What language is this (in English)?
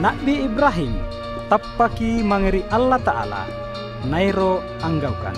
Makasar